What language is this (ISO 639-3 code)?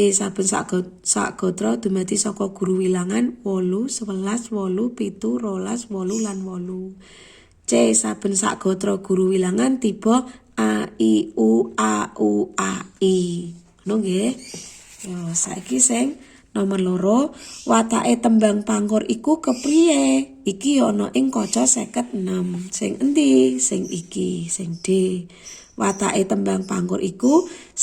jav